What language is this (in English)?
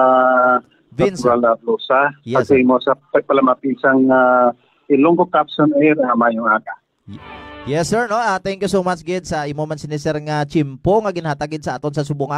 Hiligaynon